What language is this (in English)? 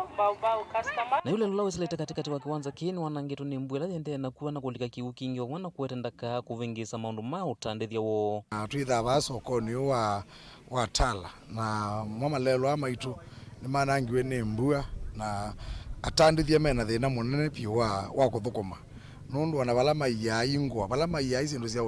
Kamba